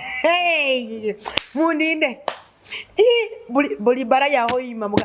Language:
Nyoro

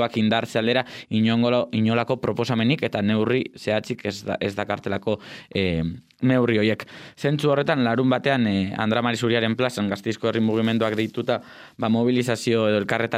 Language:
Basque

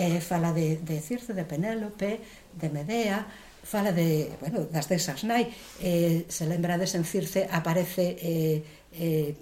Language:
Galician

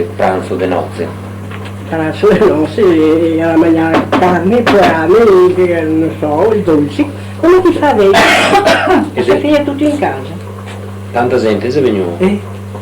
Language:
Venetian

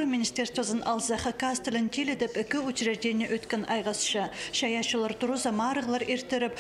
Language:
Khakas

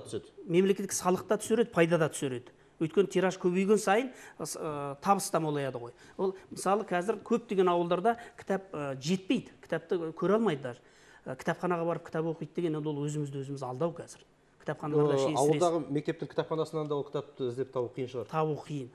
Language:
Kazakh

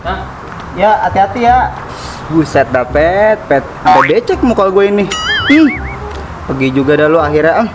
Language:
Betawi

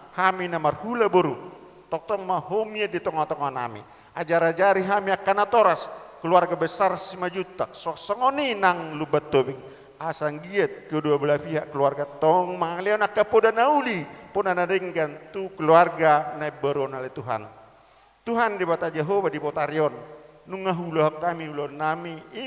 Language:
Batak Toba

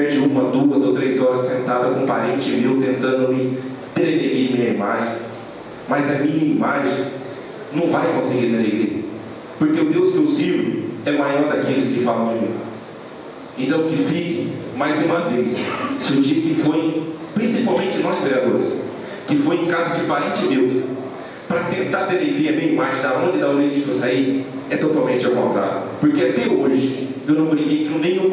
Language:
Portuguese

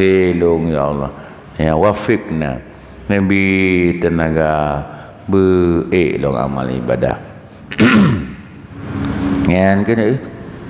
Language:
Achinese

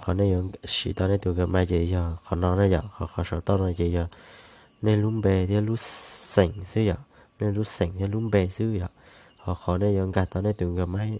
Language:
Hmong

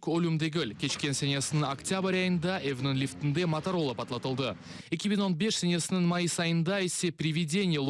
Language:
Crimean Tatar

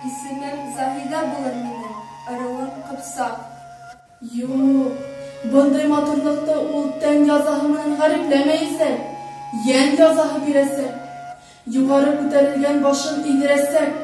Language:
Bashkir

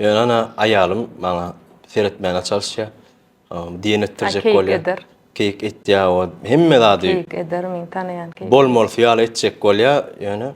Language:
Turkmen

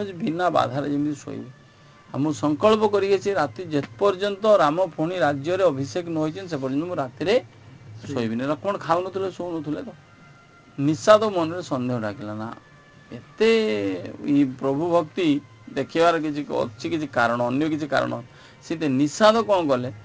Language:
Odia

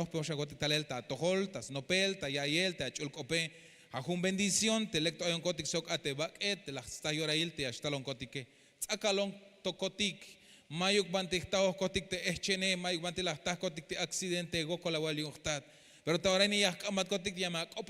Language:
Tzeltal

